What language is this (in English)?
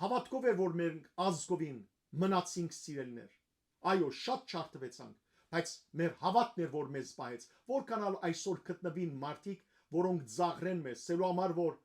Western Armenian